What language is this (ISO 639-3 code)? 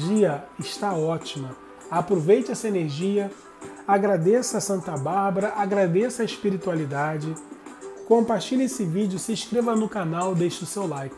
por